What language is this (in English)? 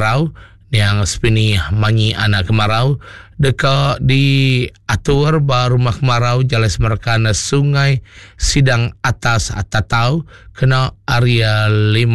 Iban